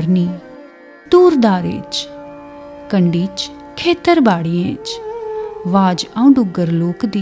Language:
Dogri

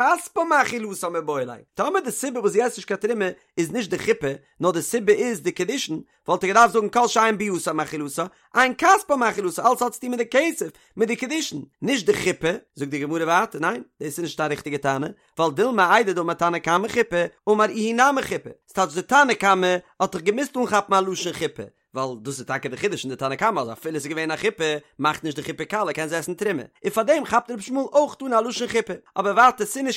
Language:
Yiddish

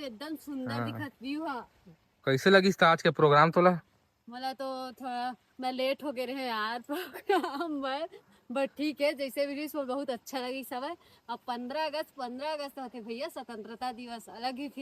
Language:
Chhattisgarhi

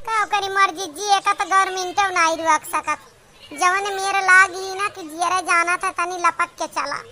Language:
Awadhi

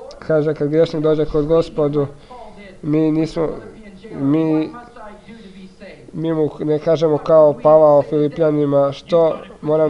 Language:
Croatian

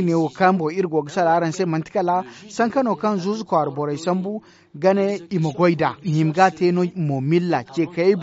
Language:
Zarma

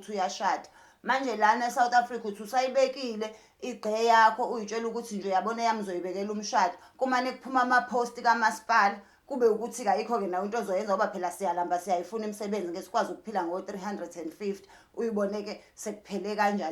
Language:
Zulu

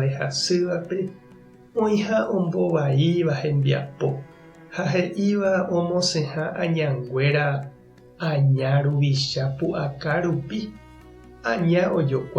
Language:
Guarani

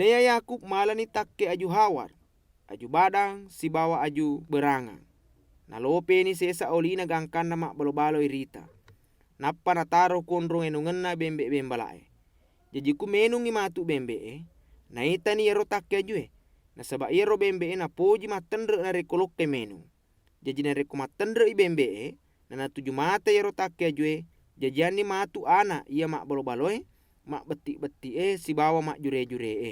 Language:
Buginese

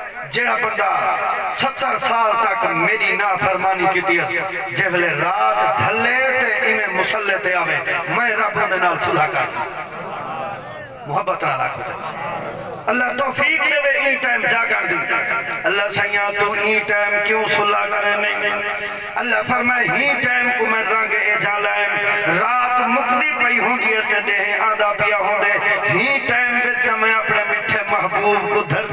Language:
Saraiki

